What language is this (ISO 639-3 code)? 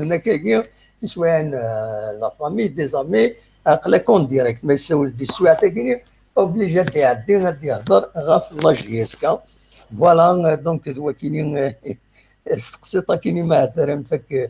kab